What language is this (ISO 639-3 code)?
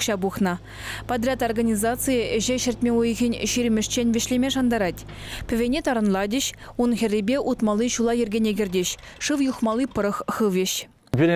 chv